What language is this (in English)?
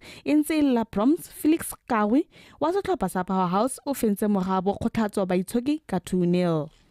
Tswana